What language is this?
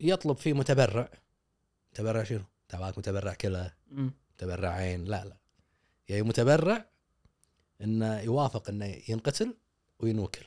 Gulf Arabic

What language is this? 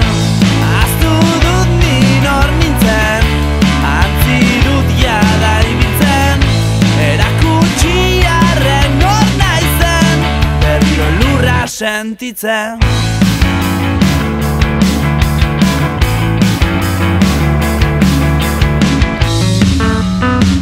Basque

